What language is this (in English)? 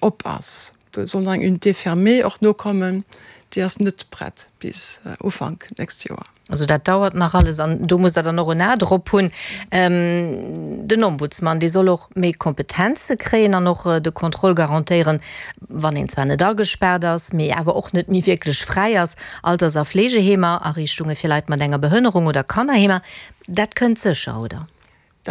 Luxembourgish